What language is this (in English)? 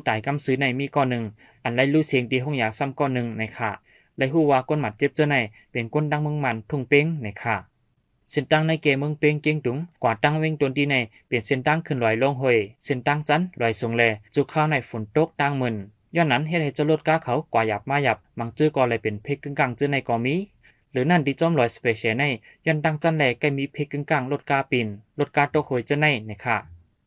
Shan